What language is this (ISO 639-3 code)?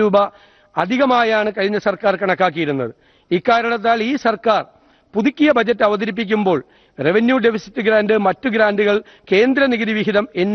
mal